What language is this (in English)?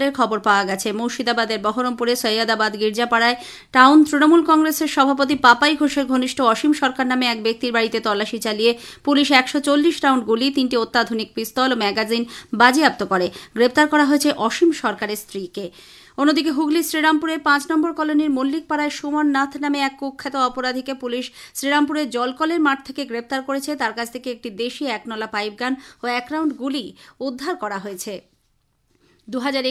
Bangla